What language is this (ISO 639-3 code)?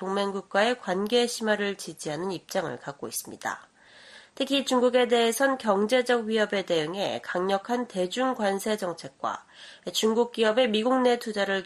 kor